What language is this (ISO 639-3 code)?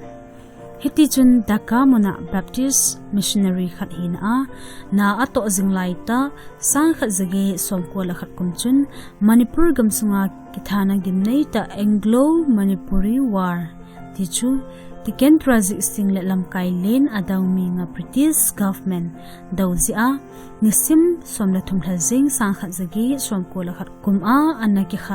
tcz